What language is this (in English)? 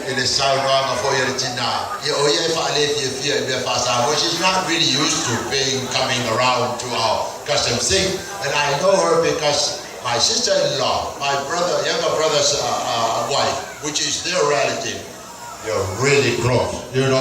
Samoan